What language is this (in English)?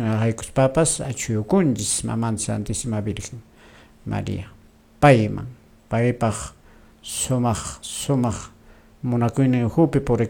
Quechua